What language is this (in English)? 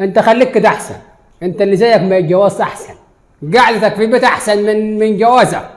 Egyptian Arabic